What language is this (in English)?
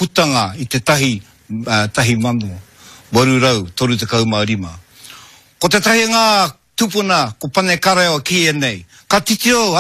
Māori